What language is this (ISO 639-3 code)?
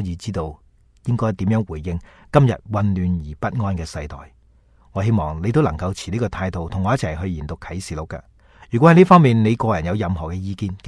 yue